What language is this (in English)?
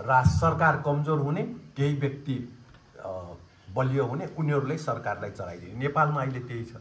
Nepali